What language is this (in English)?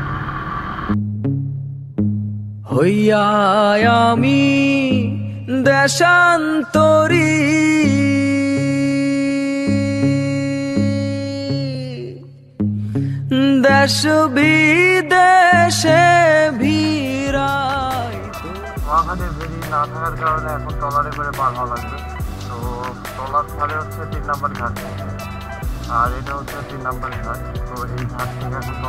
Bangla